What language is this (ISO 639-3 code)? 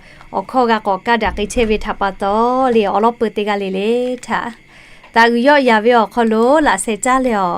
lhu